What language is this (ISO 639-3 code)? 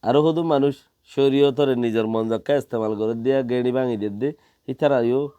rhg